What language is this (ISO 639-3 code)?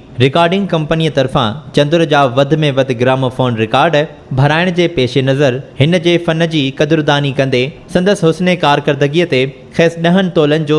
snd